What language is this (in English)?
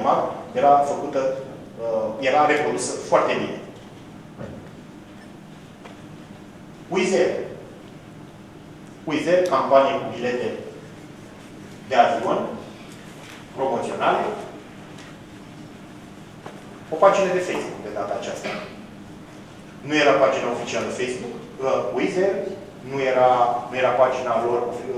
Romanian